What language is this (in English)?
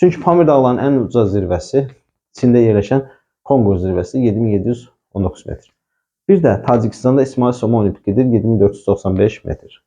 Azerbaijani